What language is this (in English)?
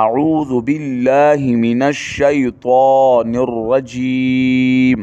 Pashto